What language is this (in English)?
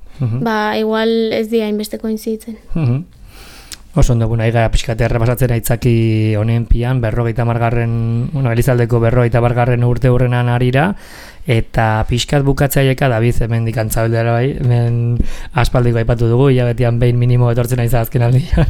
Basque